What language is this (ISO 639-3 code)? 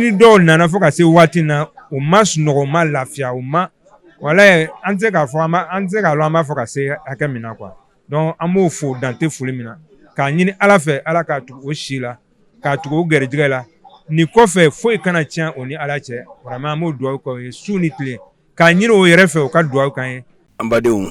bam